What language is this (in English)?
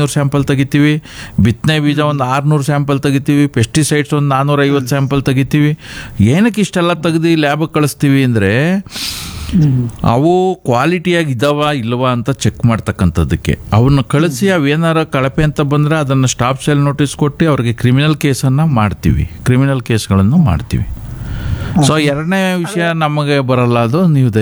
Kannada